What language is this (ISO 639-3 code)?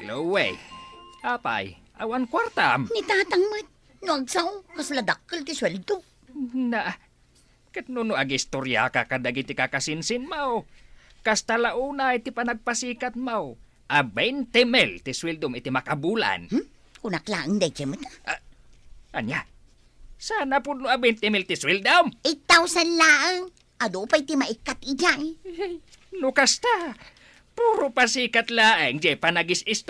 ilo